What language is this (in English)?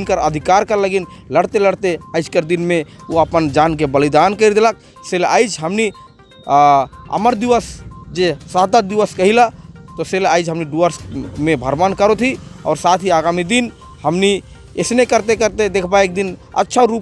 Sadri